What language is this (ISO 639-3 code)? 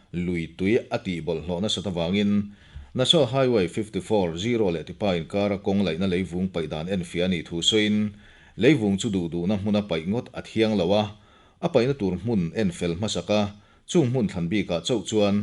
lus